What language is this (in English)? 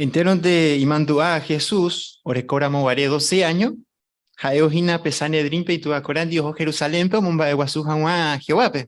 Guarani